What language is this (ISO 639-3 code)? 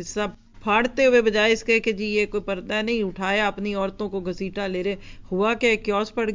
urd